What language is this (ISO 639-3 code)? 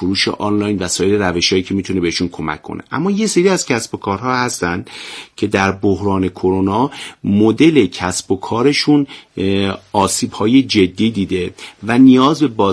fas